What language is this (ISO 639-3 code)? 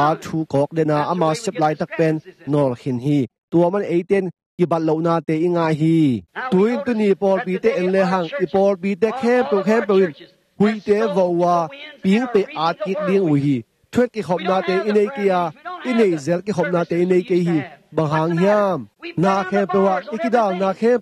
ctd